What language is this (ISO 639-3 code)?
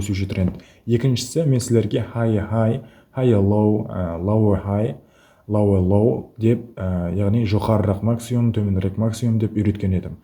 kaa